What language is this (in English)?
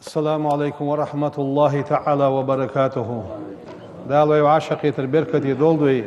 Ingush